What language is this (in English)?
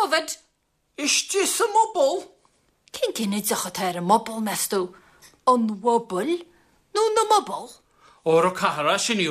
Irish